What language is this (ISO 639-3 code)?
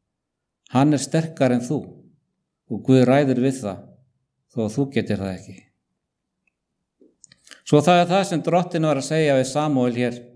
isl